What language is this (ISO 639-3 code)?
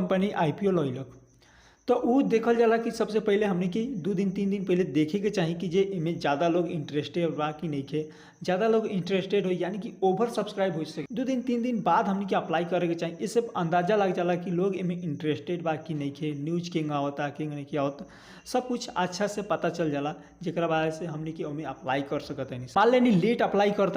bho